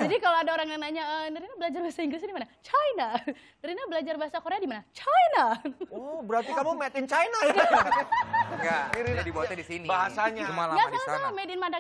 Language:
Indonesian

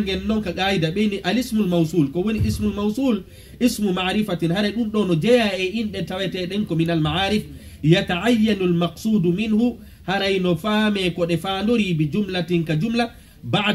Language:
Pular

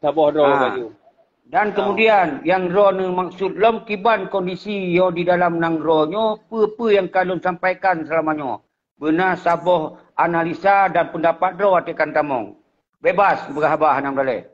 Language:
Achinese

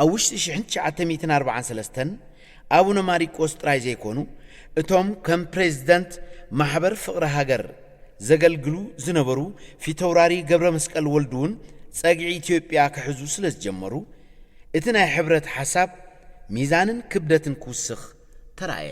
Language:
Tigrinya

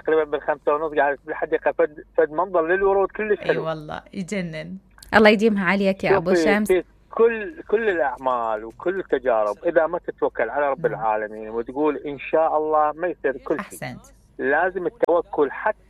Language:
Mesopotamian Arabic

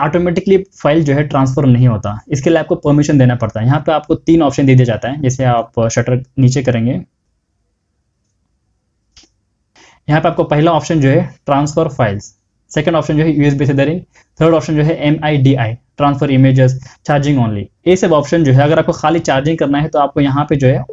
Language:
Hindi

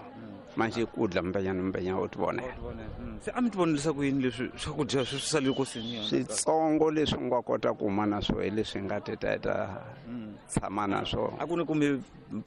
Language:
Tsonga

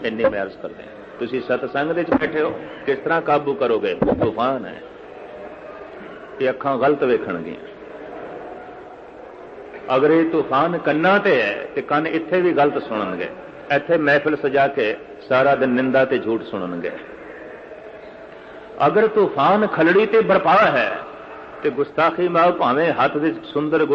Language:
Punjabi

